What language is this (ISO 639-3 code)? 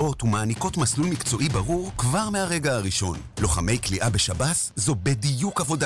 heb